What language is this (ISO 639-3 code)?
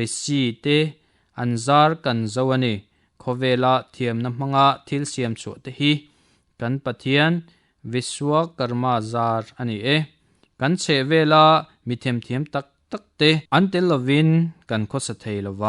lus